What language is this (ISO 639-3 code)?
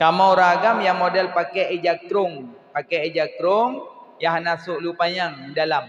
ace